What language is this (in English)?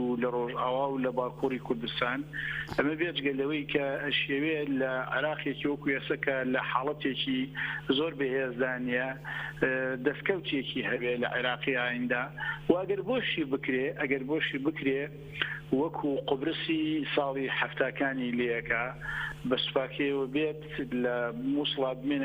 Central Kurdish